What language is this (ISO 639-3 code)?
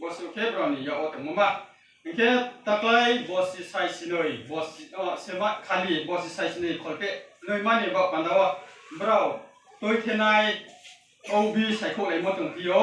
ria